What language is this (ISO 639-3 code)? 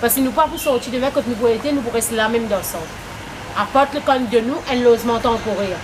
mfe